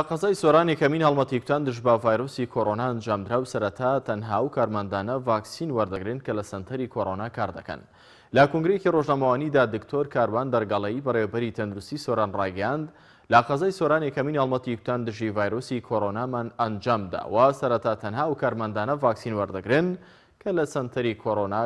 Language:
Central Kurdish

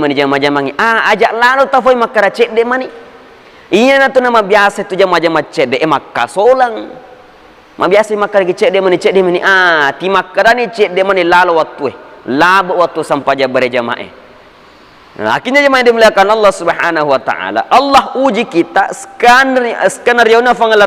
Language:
Buginese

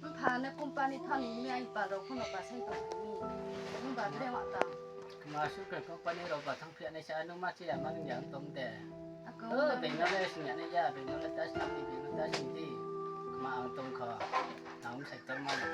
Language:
Riang (India)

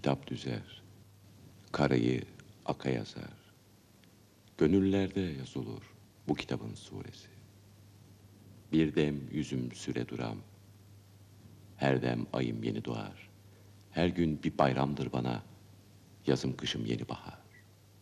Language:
Turkish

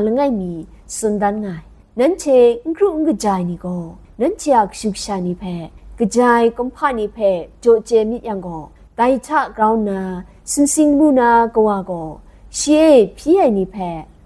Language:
Kachin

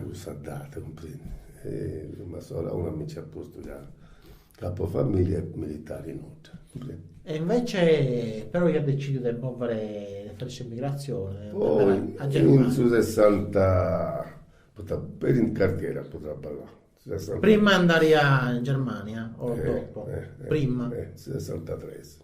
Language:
Sardinian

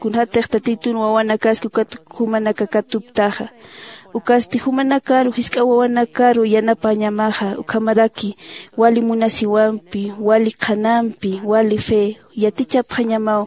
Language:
Aymara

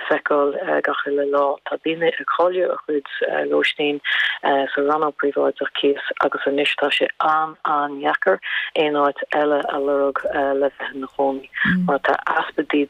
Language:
Irish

